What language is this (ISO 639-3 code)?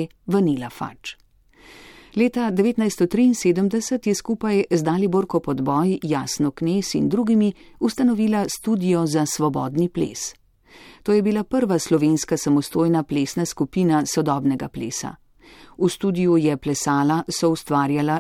slv